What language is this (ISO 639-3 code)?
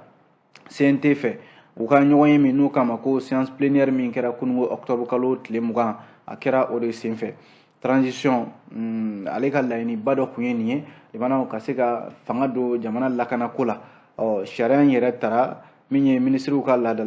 bam